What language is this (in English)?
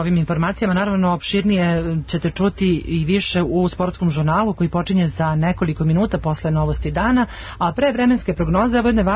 Serbian